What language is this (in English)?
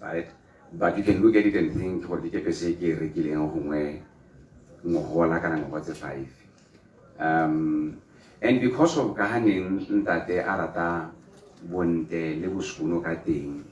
Tswana